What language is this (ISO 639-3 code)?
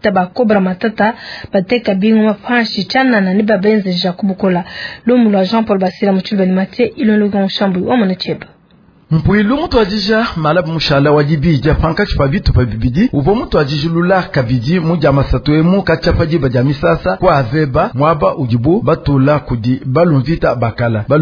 lua